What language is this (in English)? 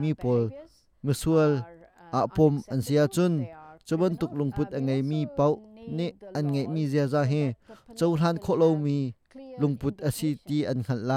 Hakha Chin